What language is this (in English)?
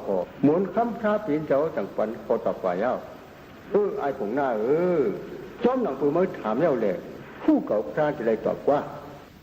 Shan